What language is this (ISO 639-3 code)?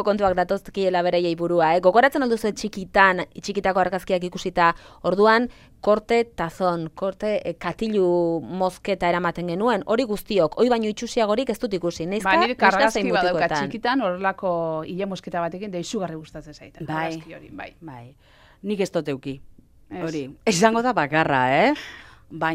eus